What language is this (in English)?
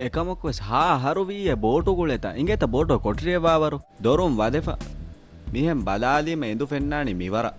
Divehi